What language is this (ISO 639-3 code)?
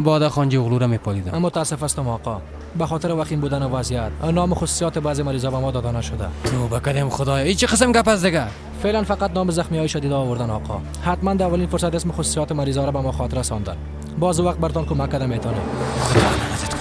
fas